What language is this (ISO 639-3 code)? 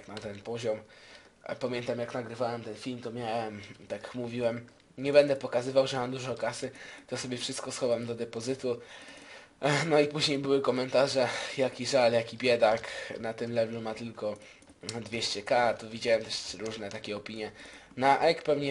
pol